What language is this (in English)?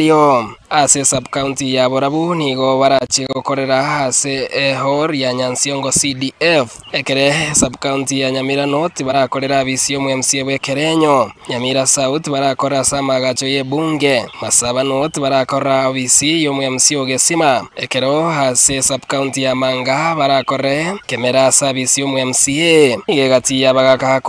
Gusii